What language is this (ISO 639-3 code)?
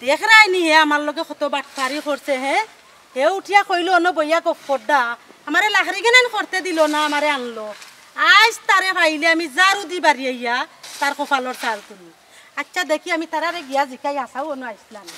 syl